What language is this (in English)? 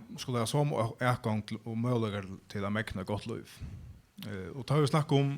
Faroese